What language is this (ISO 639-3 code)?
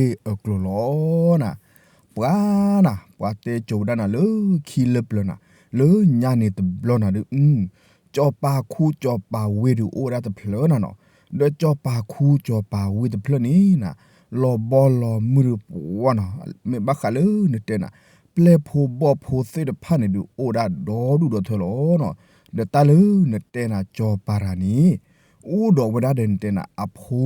ksw